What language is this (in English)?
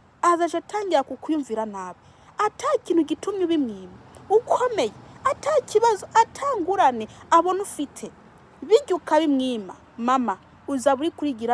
Rundi